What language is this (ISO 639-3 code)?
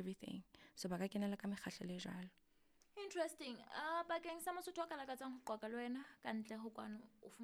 sot